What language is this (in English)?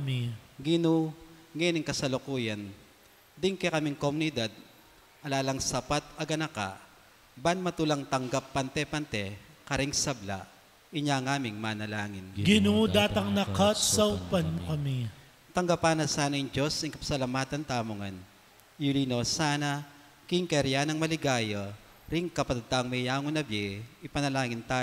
Pampanga